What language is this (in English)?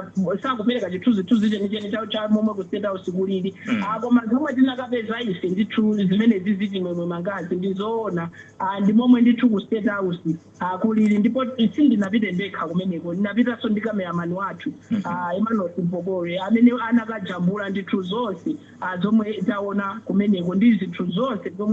Nyanja